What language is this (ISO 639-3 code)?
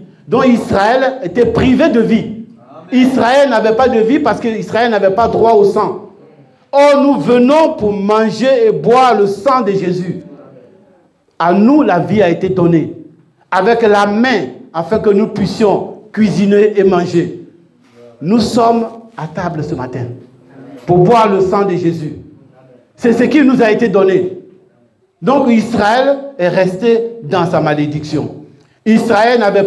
fra